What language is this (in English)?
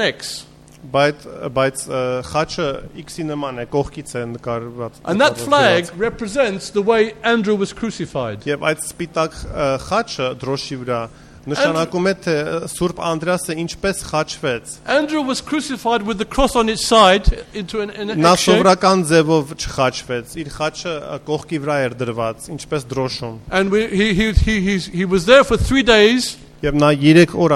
Armenian